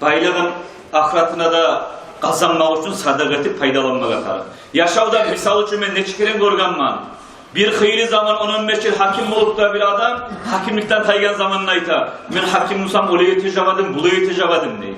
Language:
Kumyk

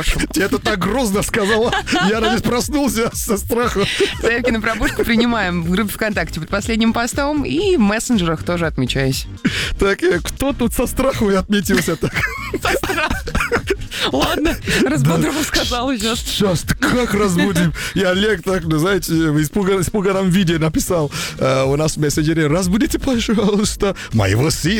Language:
Russian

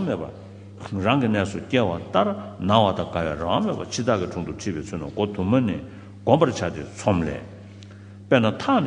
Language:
Tibetan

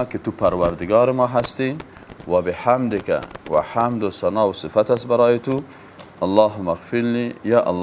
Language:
Persian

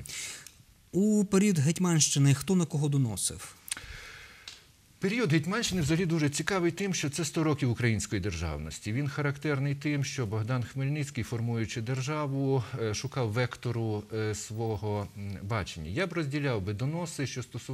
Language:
Ukrainian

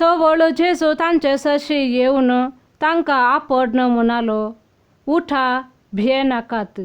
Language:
Konkani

